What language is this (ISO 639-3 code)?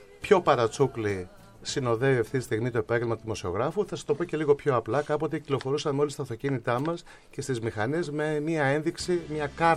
ell